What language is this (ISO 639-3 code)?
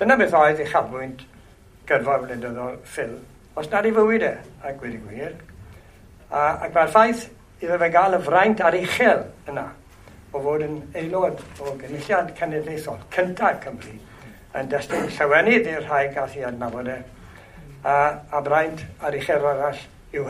cym